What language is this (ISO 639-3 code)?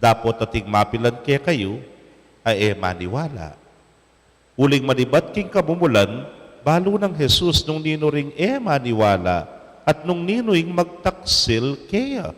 pam